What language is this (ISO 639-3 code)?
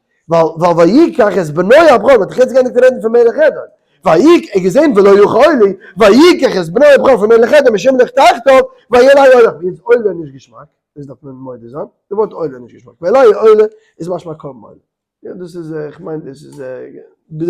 yid